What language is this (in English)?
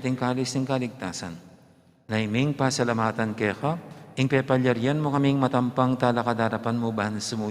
Pampanga